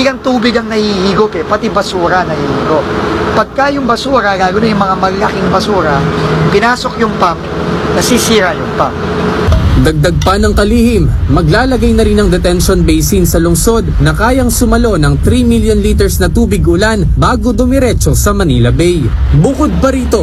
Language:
Filipino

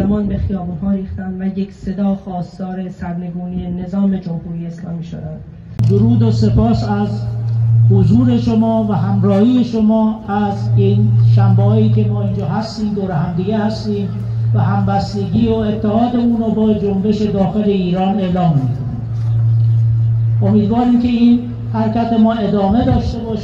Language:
Persian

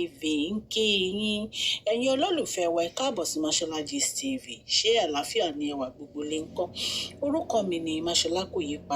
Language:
Yoruba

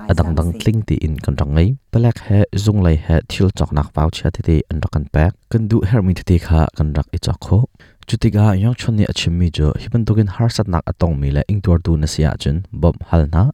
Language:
Hakha Chin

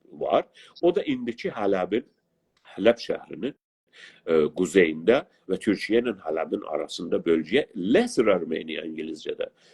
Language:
South Azerbaijani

